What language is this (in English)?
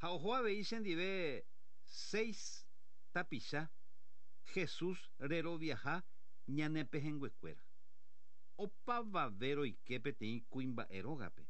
Guarani